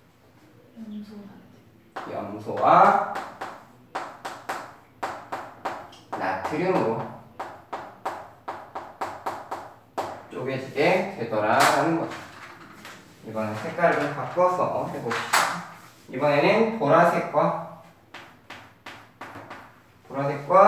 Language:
Korean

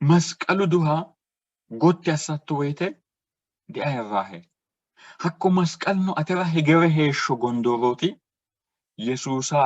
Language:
Sidamo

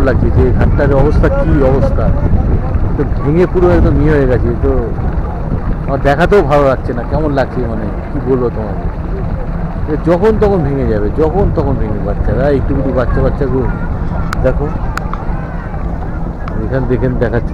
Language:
Bangla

